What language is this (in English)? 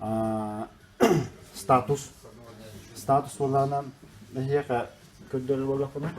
Yakut